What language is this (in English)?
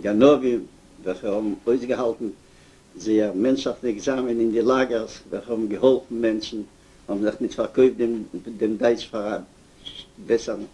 Yiddish